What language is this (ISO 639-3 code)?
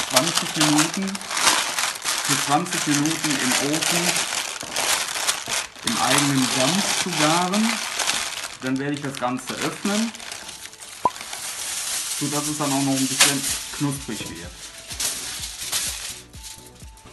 deu